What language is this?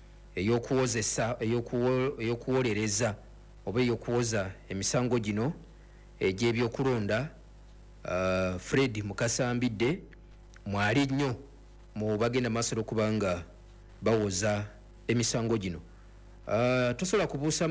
Ganda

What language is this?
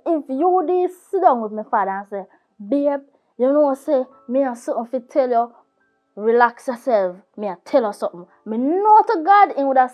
Jamaican Creole English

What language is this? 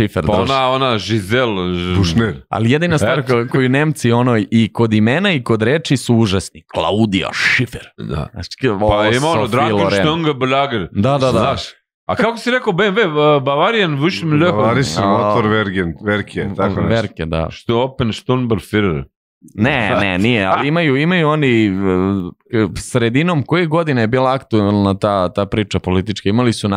Serbian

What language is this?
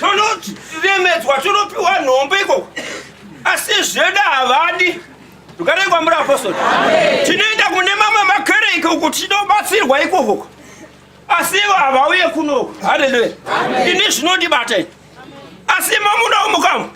Shona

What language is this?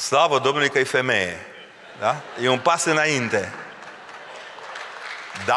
Romanian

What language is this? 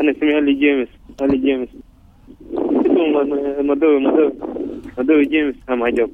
Sudanese Arabic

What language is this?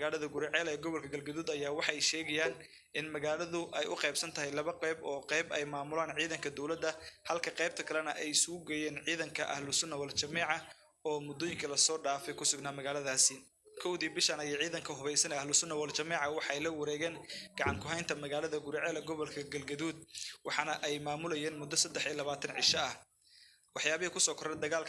Somali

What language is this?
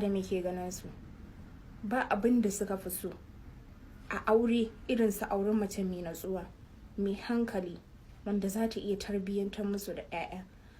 Hausa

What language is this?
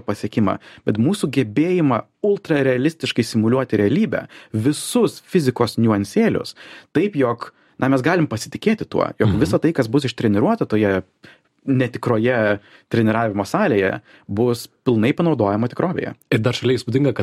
Lithuanian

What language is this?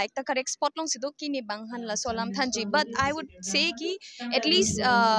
Karbi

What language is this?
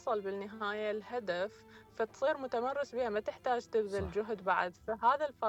Mesopotamian Arabic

